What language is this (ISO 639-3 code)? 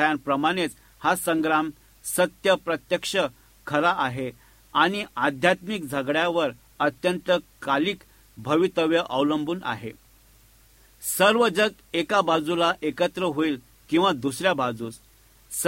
mar